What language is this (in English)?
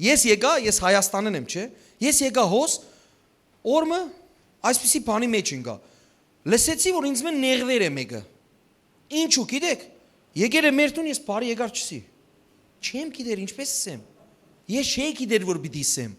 Western Armenian